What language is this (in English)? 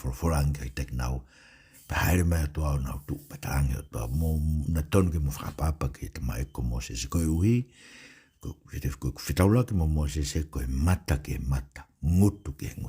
Tongan